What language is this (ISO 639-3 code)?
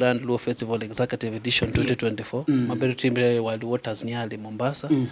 luo